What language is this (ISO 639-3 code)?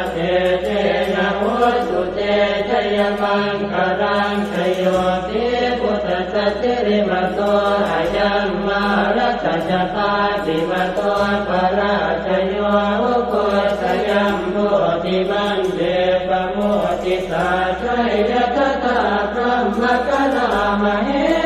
pli